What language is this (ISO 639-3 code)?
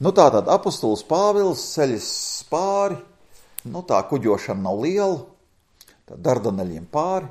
lav